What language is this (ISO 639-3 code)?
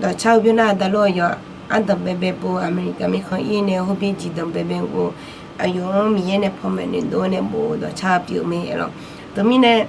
ahk